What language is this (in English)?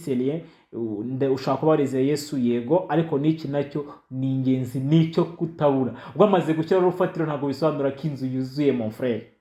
Kinyarwanda